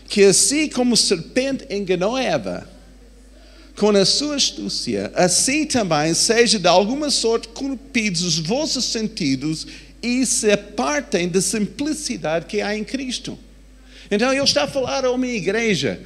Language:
Portuguese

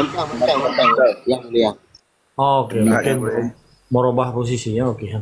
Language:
Achinese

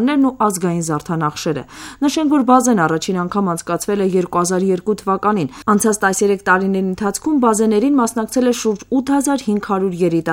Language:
Armenian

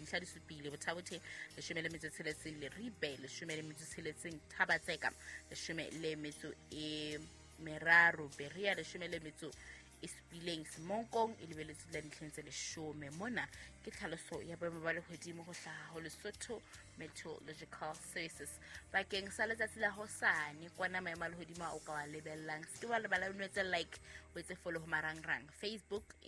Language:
Southern Sotho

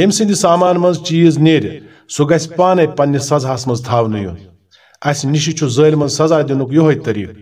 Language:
Kashmiri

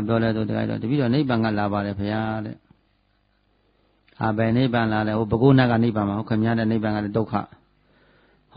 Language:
Burmese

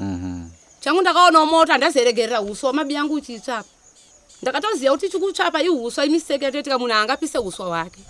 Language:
Shona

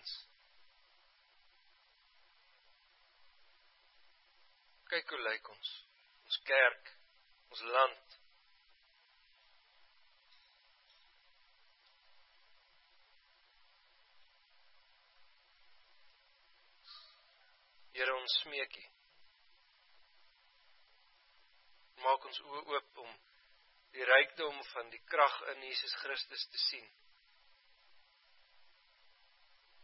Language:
Afrikaans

